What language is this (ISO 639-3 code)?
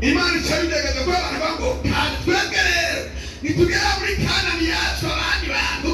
run